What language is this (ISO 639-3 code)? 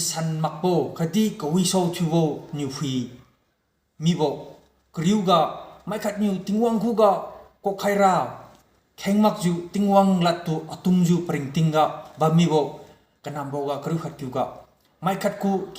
njn